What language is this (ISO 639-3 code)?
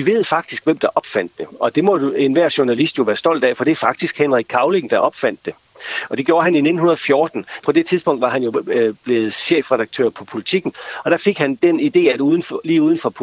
dan